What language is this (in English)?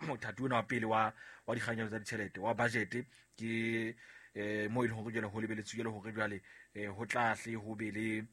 Southern Sotho